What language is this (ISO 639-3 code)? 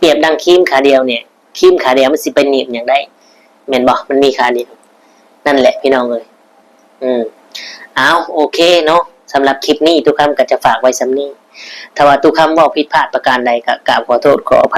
lao